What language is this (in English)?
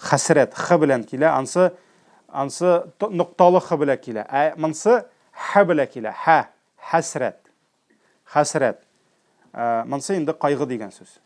Tatar